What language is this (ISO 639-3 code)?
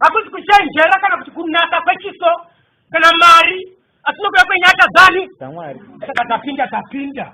sna